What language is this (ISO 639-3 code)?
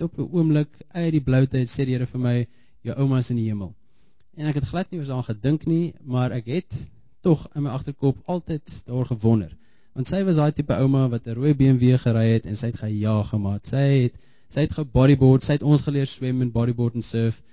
afr